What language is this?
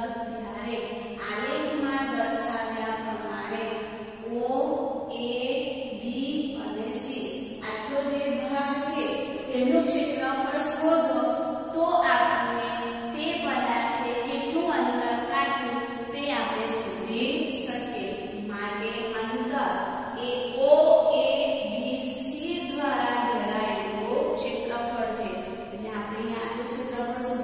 Gujarati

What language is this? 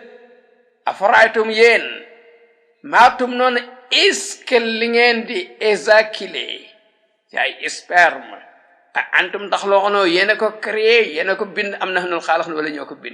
Wolof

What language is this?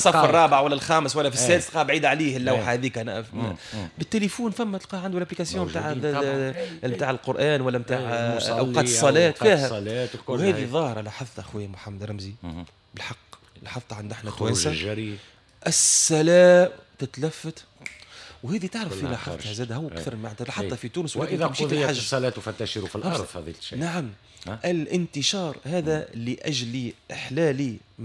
Tunisian Arabic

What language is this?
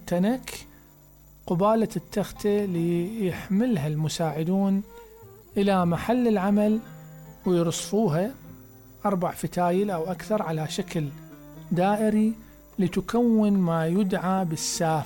Mesopotamian Arabic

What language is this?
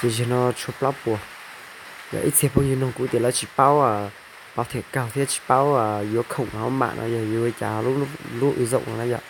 Hmong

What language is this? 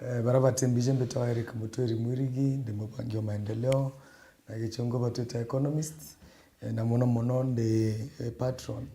Meru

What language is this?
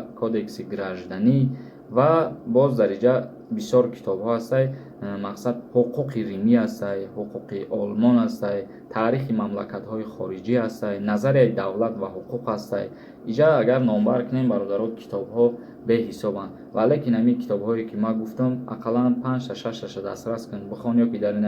Tajik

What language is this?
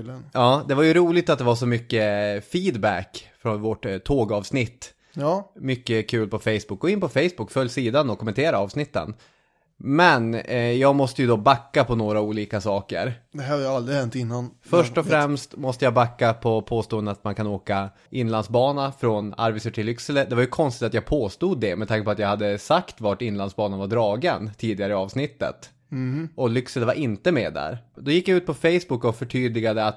Swedish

